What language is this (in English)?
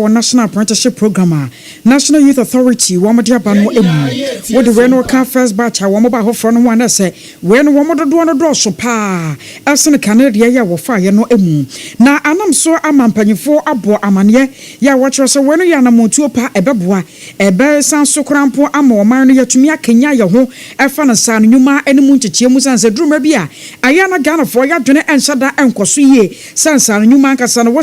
Akan